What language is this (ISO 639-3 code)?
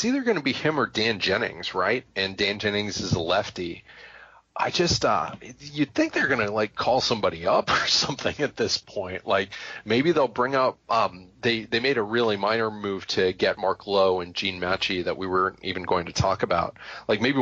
eng